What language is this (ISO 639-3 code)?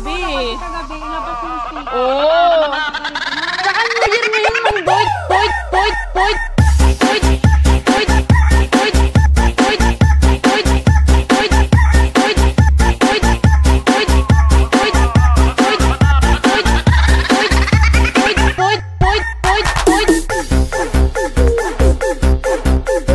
fil